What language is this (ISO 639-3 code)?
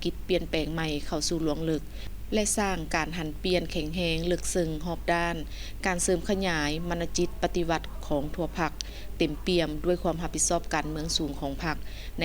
lao